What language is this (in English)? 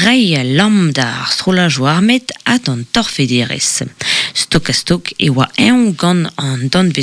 Breton